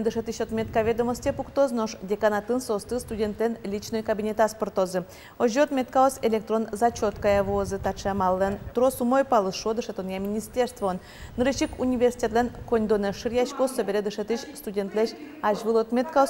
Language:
Udmurt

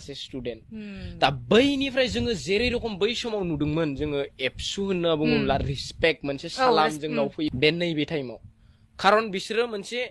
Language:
Bodo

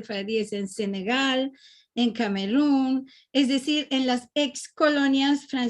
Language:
Ladino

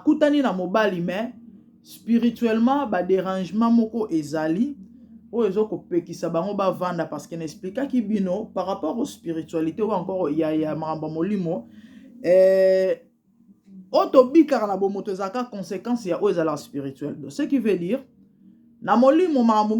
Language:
Lingala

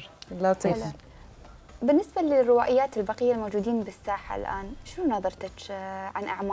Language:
Mesopotamian Arabic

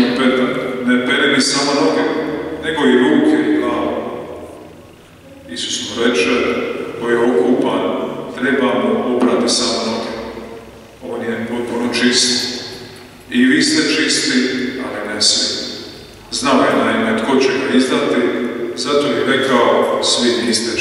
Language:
Croatian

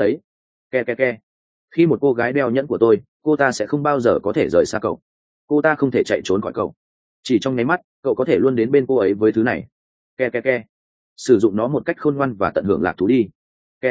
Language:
Vietnamese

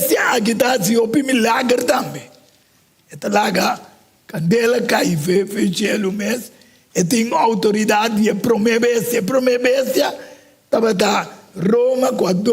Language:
Papiamento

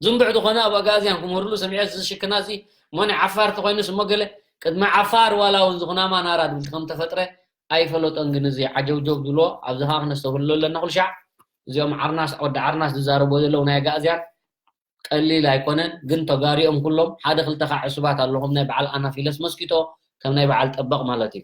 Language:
Tigrinya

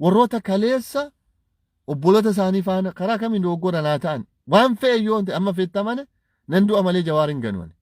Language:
Oromo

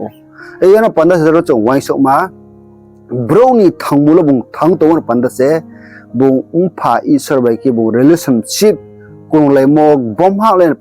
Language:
Riang (India)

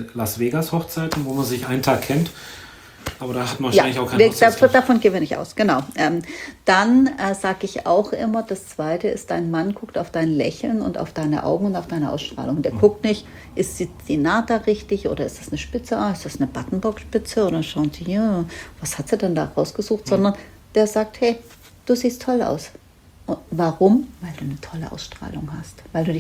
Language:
German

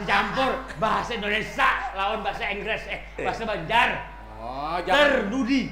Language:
Banjar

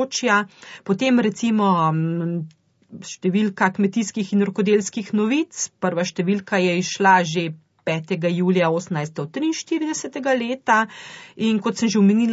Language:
Slovenian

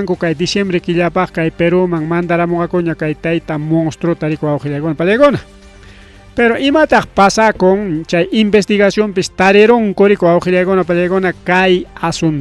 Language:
Ayacucho Quechua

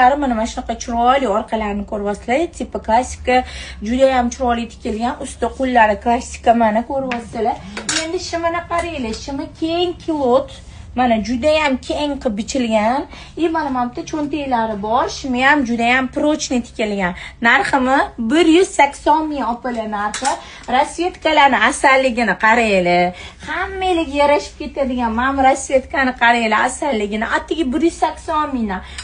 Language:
Uzbek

